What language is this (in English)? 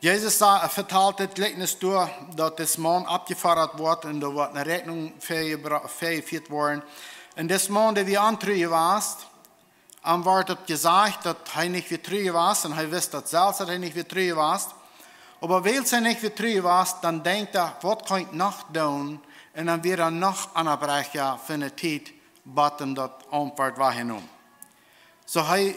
Plautdietsch